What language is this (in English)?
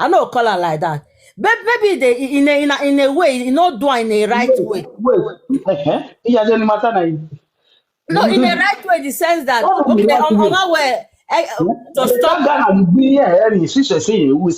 Nigerian Pidgin